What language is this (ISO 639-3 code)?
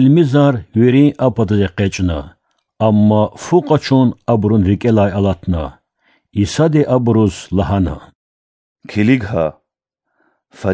lez